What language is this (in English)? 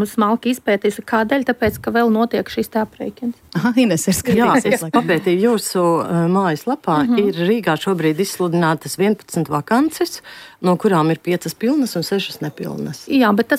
Latvian